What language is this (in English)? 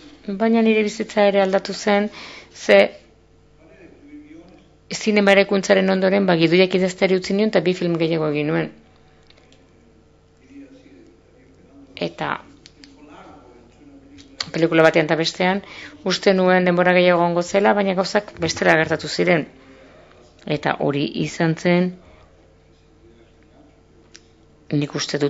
Basque